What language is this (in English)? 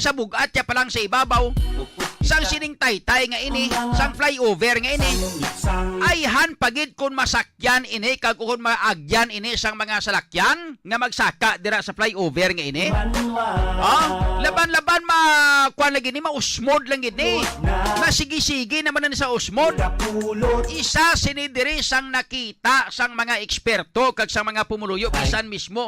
Hiligaynon